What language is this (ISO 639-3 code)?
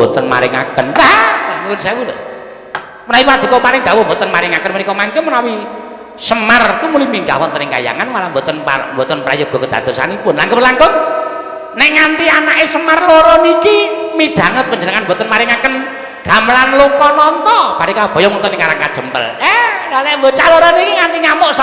jav